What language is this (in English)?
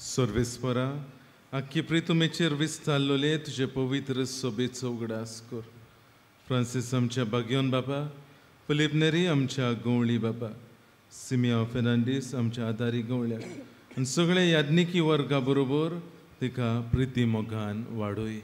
Konkani